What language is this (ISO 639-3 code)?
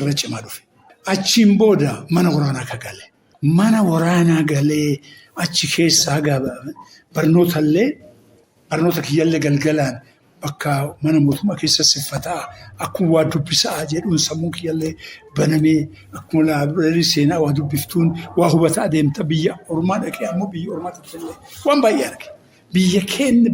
orm